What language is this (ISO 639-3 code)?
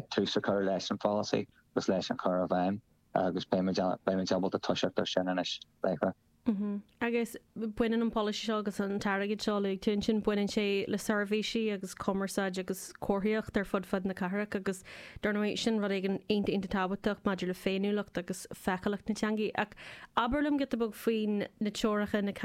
gle